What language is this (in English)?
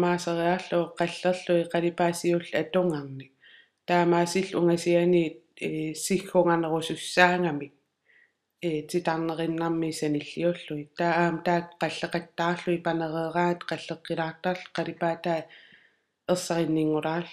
Kalaallisut